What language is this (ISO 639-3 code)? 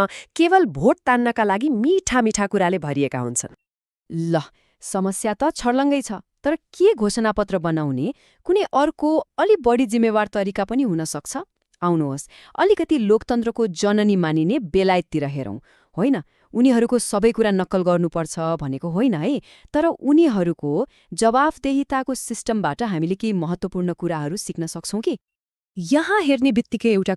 nep